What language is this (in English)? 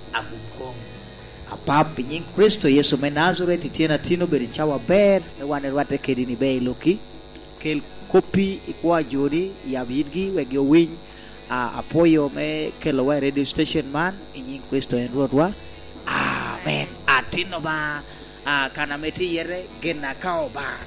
Lango (Uganda)